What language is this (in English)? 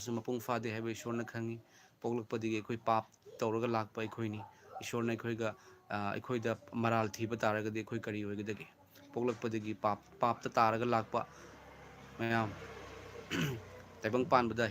Manipuri